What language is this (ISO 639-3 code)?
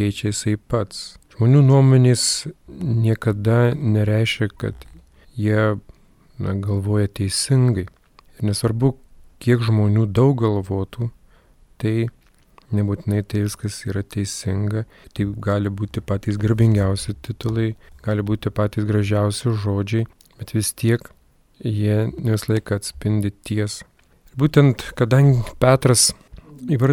lit